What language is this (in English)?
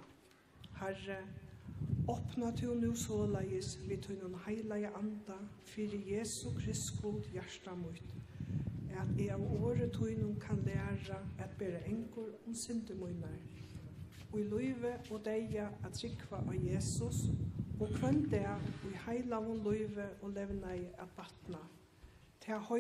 Faroese